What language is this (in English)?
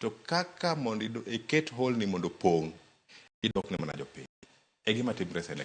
Luo (Kenya and Tanzania)